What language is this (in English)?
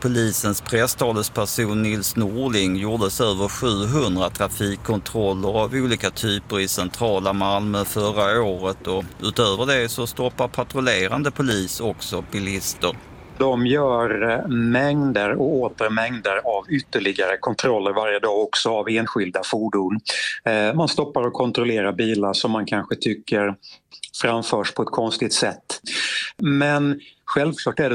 Swedish